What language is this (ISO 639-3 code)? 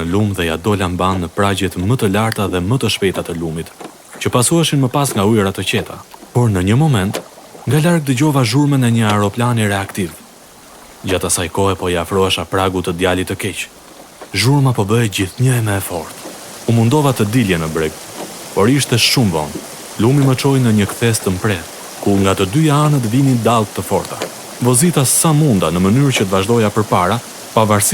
sqi